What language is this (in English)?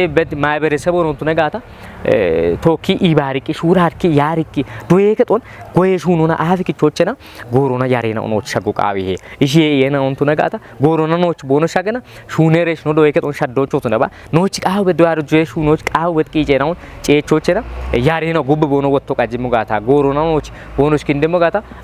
Kafa